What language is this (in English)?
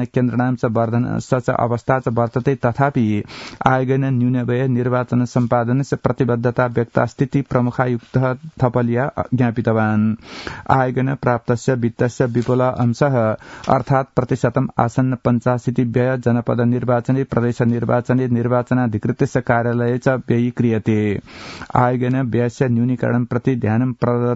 Sanskrit